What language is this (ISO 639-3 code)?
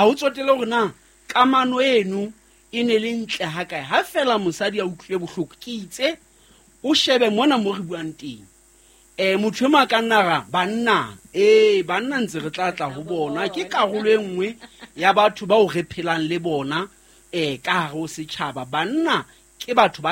sot